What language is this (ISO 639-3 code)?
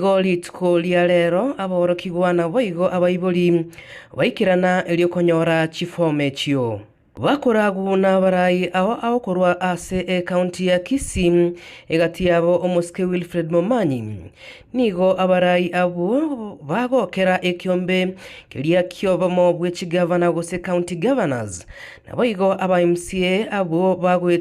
guz